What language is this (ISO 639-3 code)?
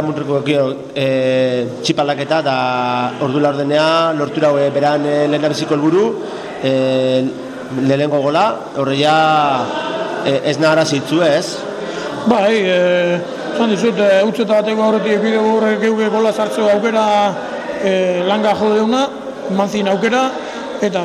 eus